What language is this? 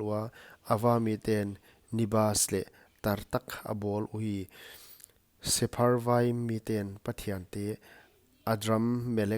Paite Chin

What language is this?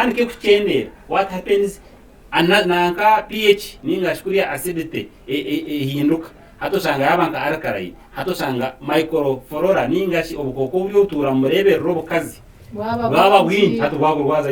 Nyankole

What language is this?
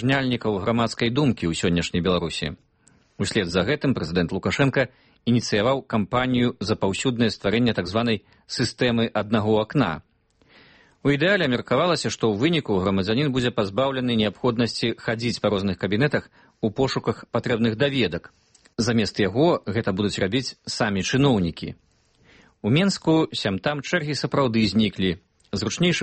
Belarusian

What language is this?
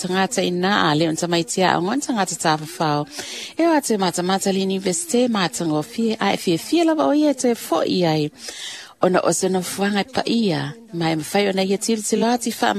Samoan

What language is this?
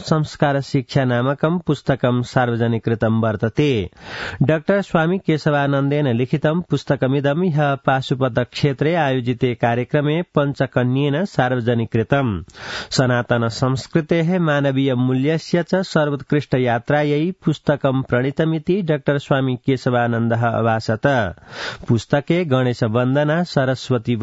Sanskrit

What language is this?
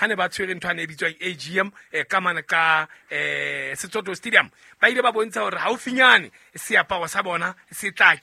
Southern Sotho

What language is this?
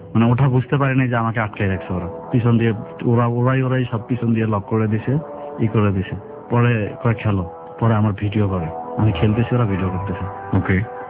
Bangla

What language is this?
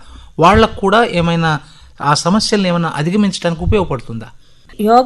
Telugu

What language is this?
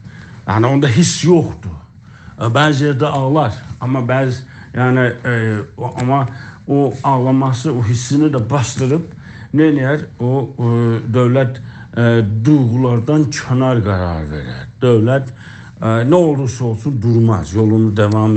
South Azerbaijani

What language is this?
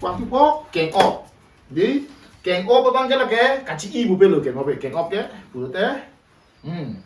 Karbi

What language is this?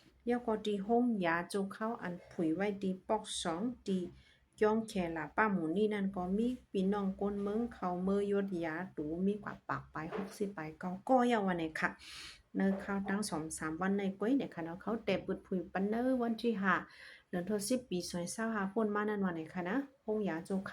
Shan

